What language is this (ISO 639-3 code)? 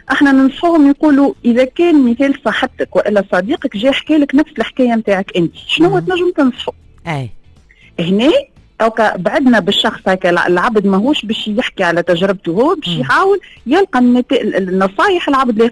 aeb